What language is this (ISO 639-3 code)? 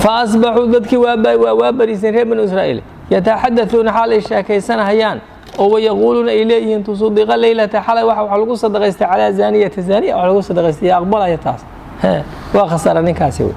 som